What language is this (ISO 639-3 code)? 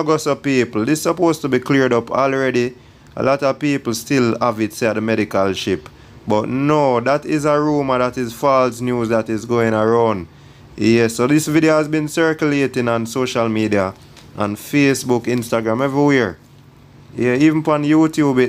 jam